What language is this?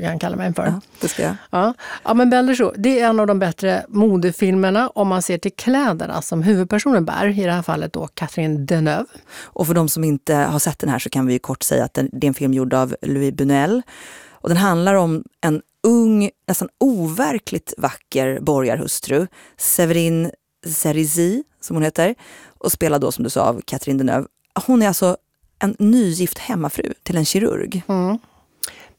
Swedish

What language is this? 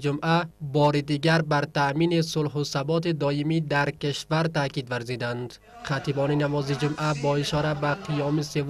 Persian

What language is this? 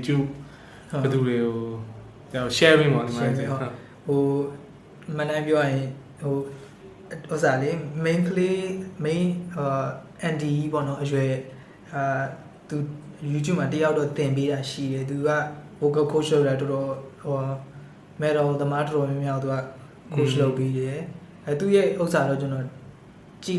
Burmese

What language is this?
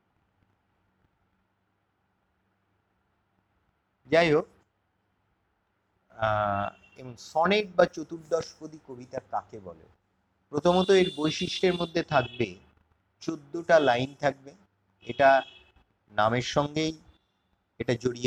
Bangla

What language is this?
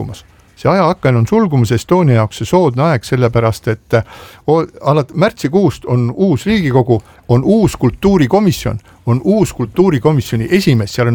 Estonian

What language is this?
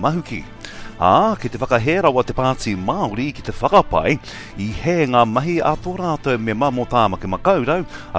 Māori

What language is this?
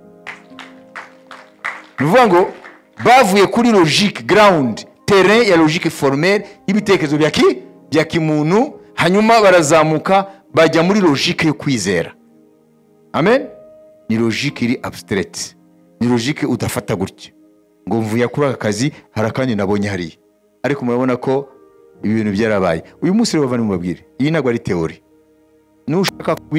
Kinyarwanda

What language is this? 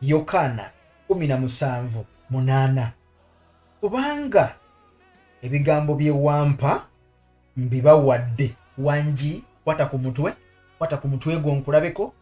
Ganda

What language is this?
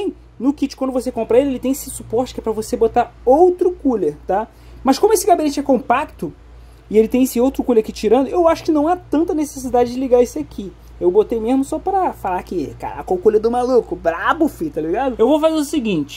Portuguese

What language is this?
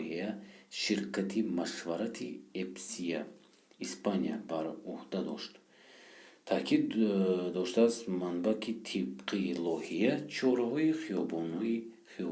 Tajik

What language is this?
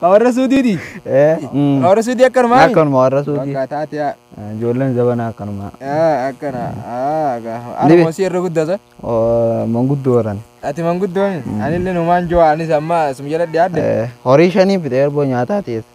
Oromo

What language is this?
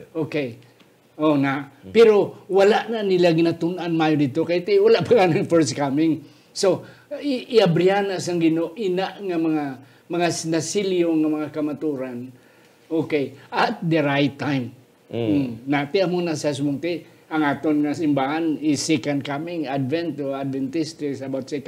Hiligaynon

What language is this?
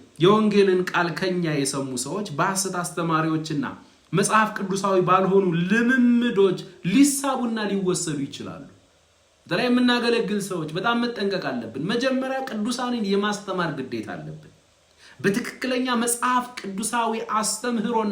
Amharic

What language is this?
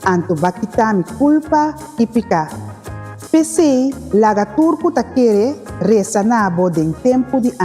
Papiamento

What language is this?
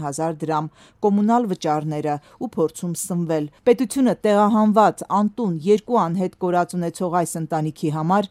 Armenian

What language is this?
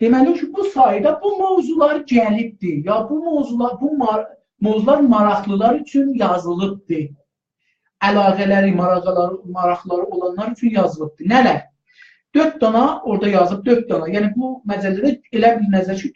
South Azerbaijani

